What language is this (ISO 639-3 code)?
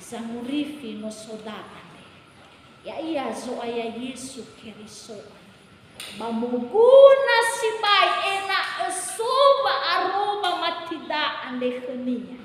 nia